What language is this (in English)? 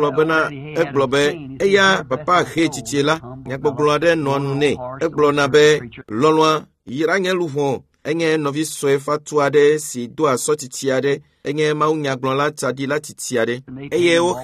Ewe